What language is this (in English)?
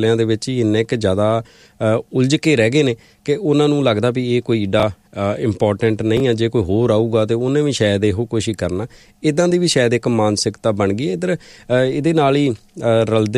Punjabi